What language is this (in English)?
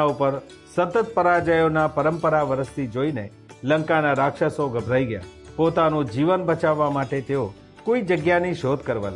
Gujarati